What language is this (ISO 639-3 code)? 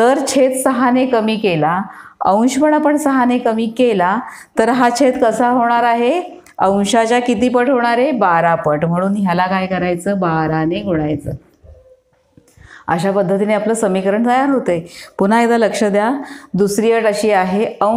mar